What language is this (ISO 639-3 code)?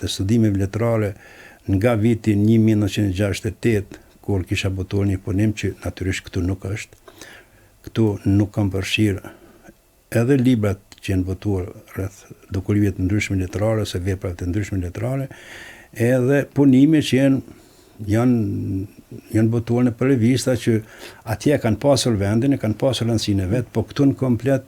sqi